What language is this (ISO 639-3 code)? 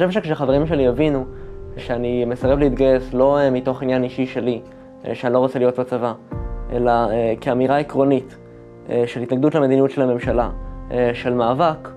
heb